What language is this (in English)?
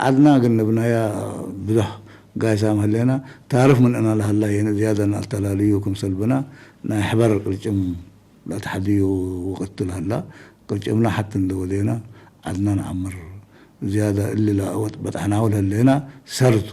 Tigre